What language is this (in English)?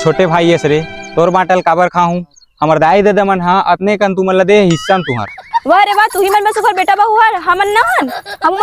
Chhattisgarhi